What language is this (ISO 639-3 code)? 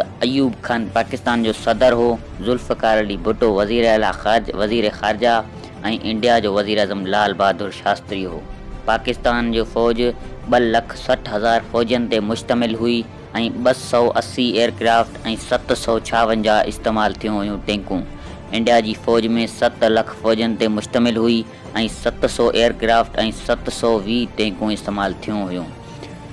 snd